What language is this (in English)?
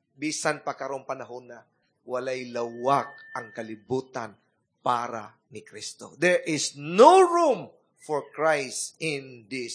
Cebuano